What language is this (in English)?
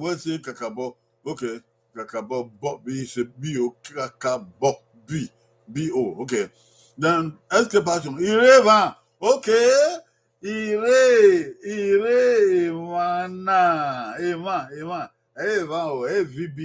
Bini